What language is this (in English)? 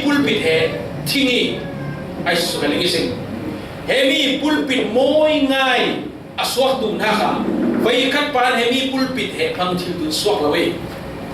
Falam Chin